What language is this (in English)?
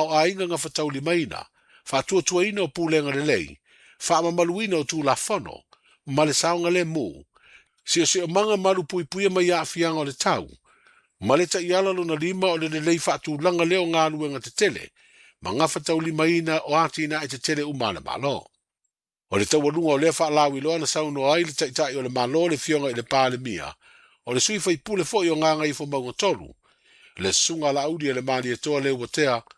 Samoan